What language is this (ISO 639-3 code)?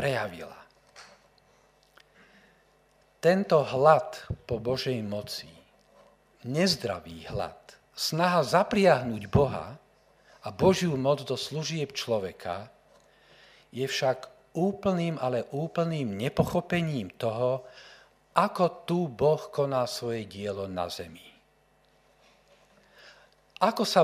slk